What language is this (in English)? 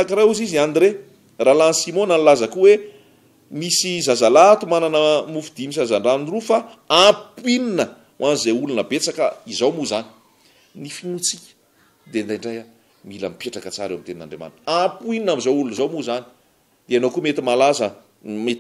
Malagasy